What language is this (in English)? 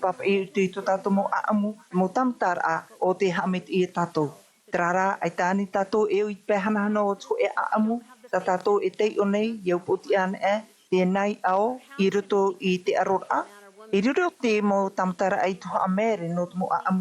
Tahitian